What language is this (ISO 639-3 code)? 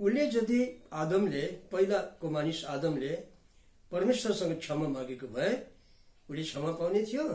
nep